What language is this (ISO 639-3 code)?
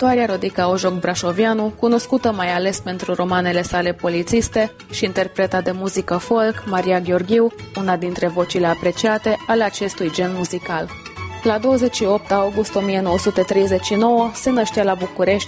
ron